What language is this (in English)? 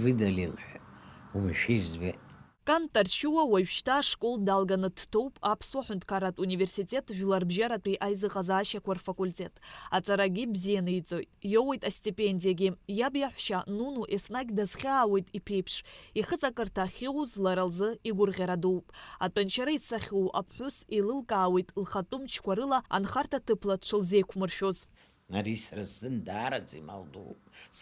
Abkhazian